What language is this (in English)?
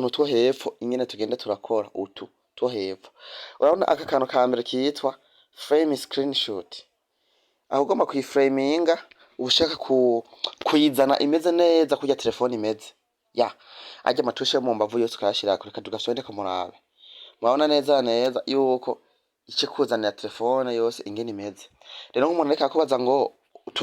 Rundi